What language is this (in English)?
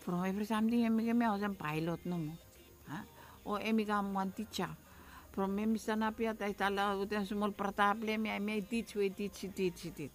Bislama